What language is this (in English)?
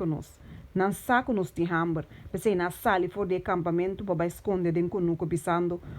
Papiamento